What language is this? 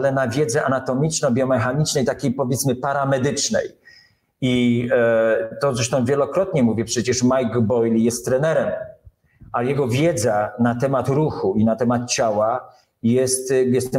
Polish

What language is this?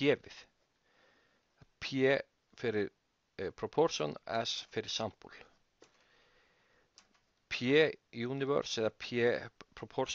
Icelandic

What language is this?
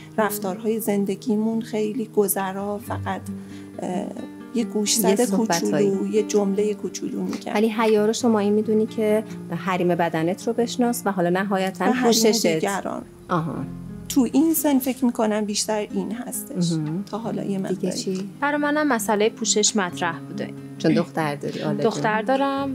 Persian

